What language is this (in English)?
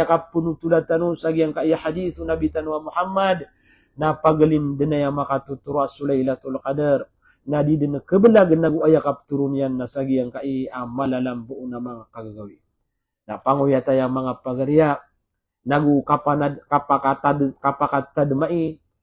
Maranao